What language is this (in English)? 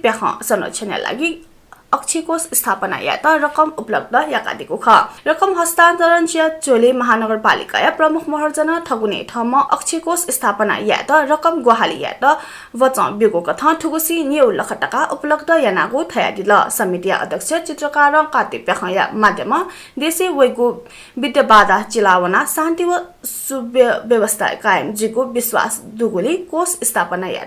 Newari